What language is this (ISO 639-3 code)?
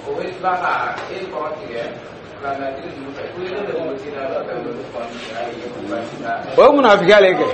dyu